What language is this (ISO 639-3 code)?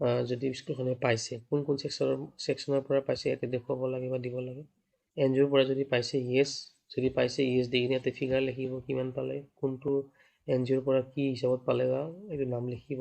asm